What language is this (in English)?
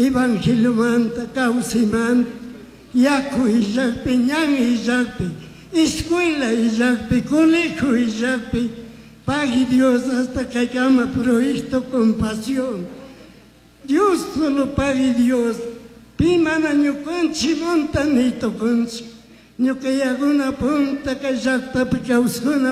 Chimborazo Highland Quichua